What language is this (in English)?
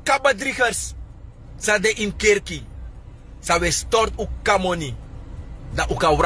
Sranan Tongo